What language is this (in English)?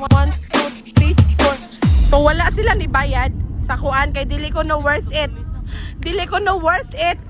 Cebuano